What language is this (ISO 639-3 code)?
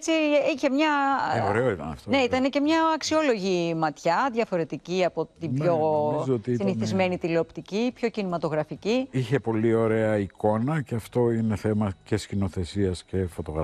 ell